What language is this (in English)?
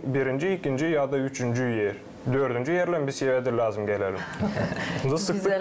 Gagauz